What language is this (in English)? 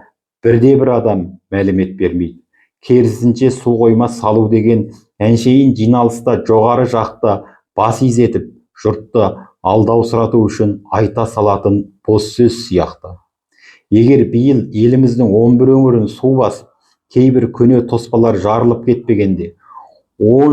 Kazakh